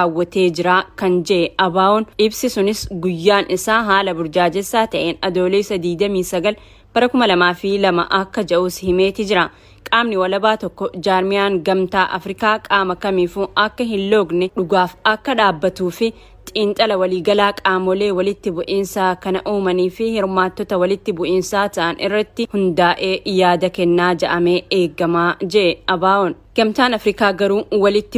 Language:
Oromo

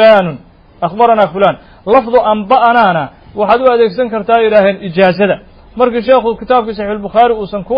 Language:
Somali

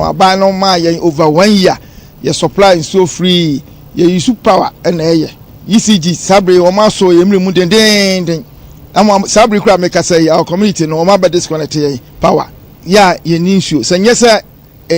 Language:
Akan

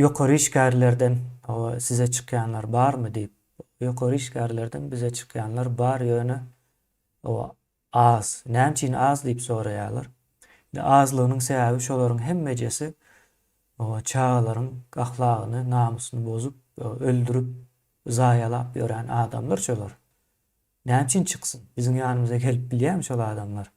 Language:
Turkmen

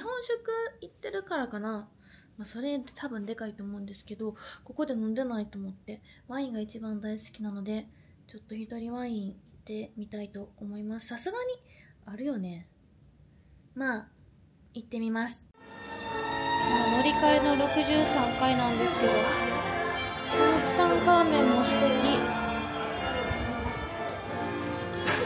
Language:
Japanese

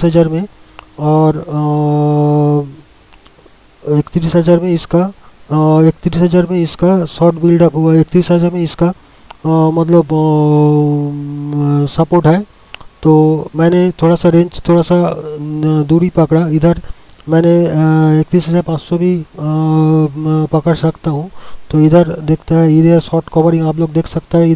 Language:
Hindi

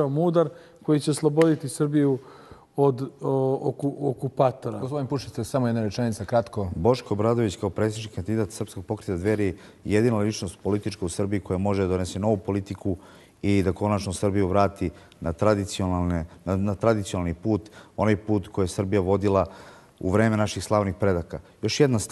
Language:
Serbian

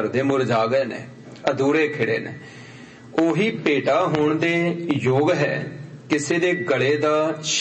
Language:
Punjabi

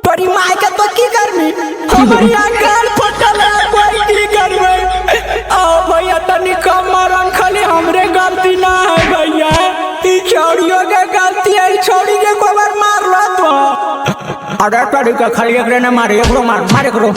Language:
Magahi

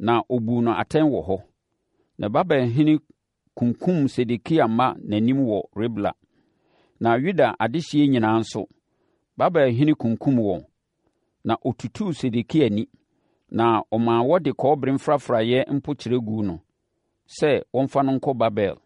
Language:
Akan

